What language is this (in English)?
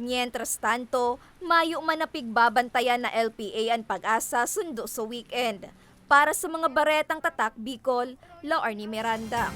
Bikol